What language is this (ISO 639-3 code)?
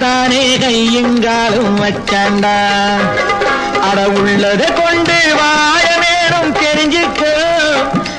tam